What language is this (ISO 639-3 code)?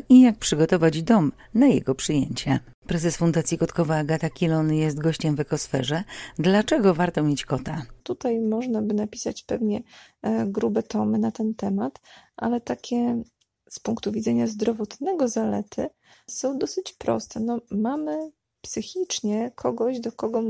pol